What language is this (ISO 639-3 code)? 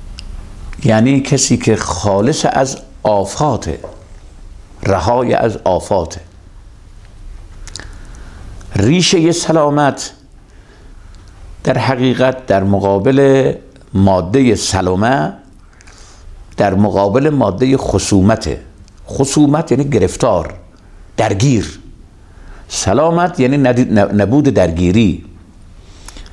fas